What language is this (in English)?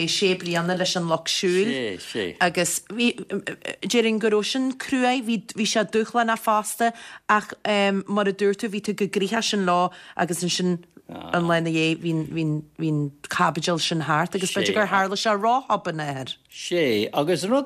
Irish